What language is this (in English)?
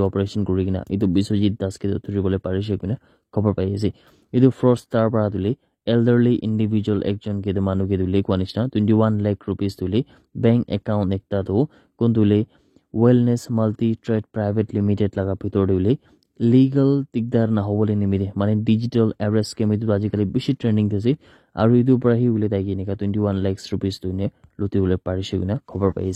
Naga Pidgin